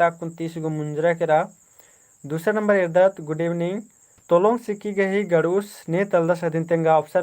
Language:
Kurukh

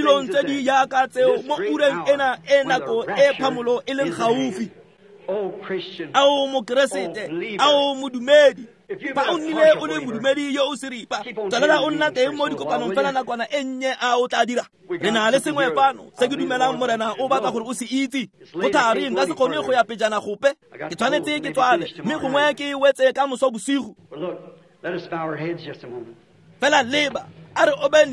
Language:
Tswana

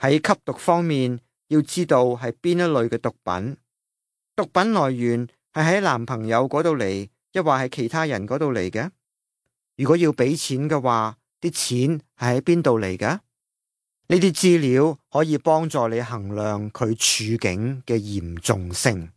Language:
Cantonese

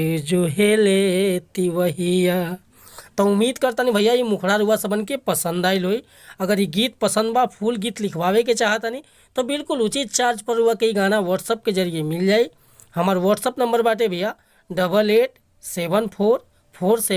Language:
Bhojpuri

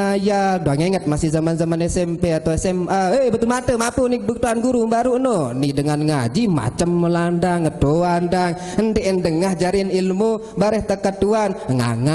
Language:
Sasak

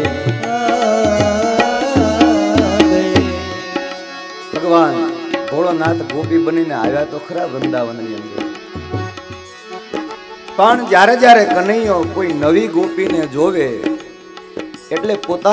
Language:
Gujarati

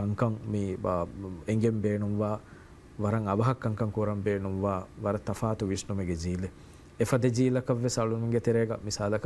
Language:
Divehi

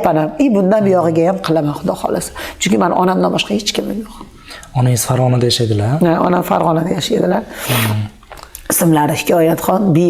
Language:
Uzbek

